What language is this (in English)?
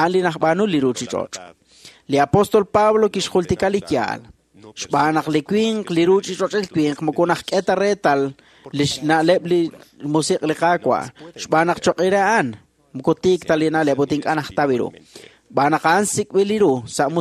Kekchí